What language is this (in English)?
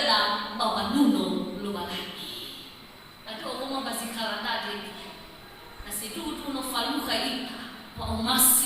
Nias